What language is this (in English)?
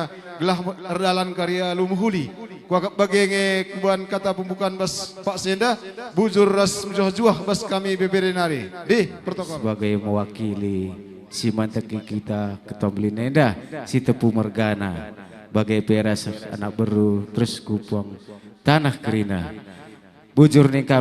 Batak Karo